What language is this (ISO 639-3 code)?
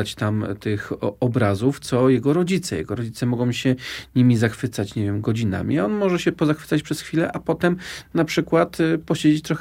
pol